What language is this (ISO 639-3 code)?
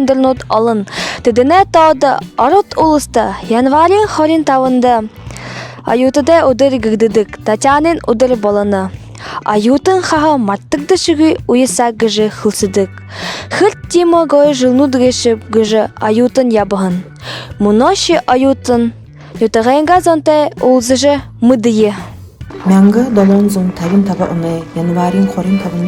bua